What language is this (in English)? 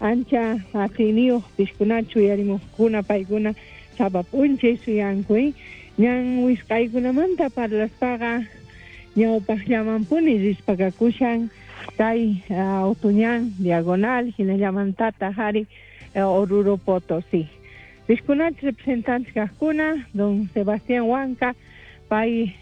South Bolivian Quechua